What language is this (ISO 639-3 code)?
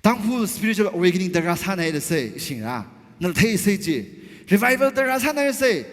nmf